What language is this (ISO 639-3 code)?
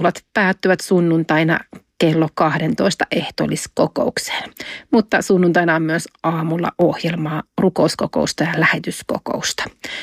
fin